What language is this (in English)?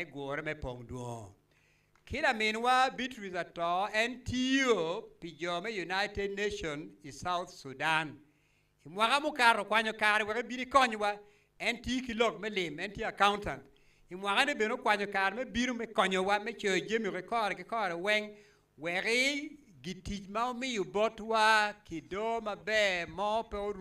Acoli